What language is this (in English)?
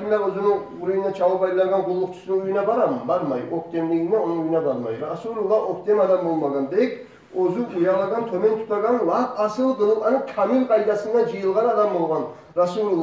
Kumyk